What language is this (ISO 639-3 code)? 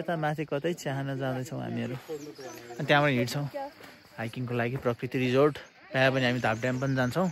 nep